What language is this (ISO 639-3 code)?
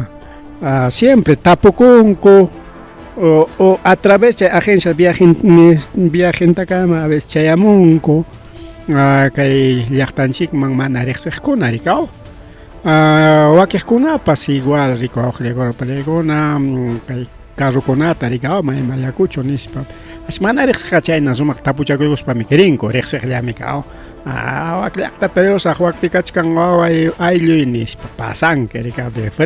quy